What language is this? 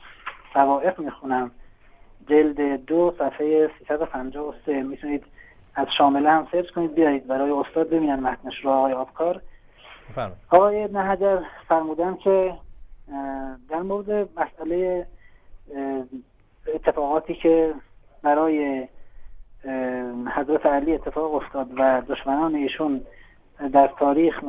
Persian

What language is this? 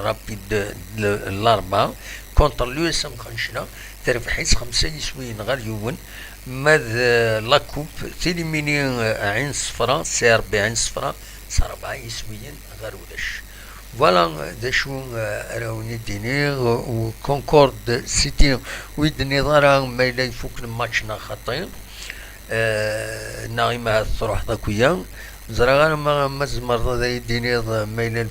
Kabyle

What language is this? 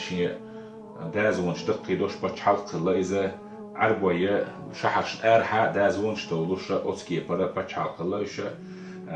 Chechen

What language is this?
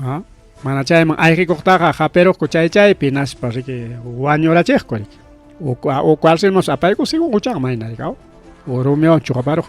Ayacucho Quechua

